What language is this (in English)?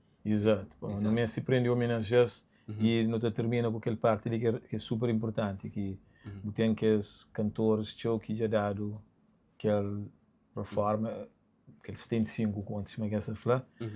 Kabuverdianu